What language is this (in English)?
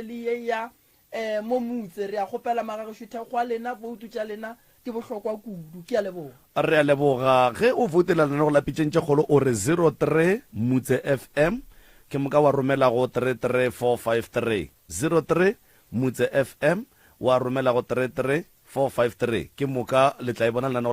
Northern Sotho